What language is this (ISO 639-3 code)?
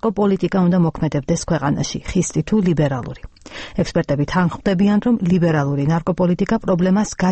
kat